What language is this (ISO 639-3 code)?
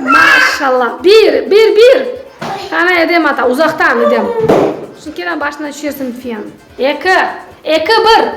crh